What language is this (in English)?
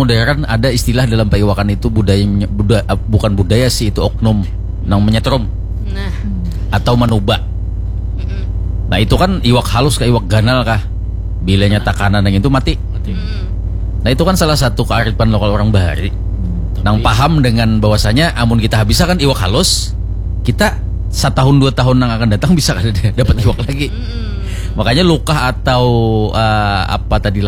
Banjar